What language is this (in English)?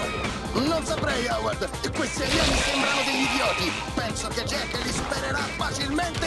Italian